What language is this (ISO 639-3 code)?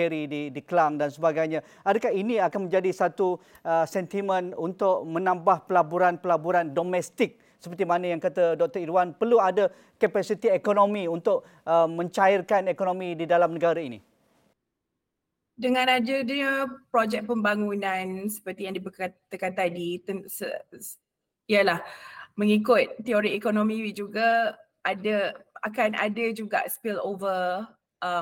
msa